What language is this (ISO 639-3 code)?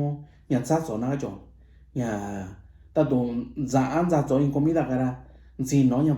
mix